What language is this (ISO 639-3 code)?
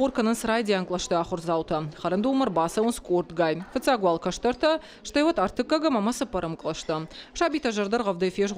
oss